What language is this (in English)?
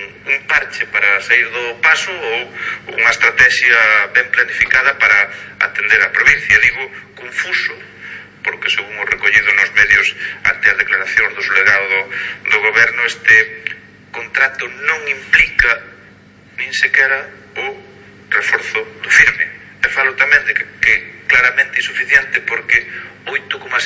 Galician